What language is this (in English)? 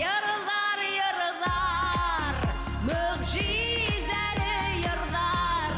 Bashkir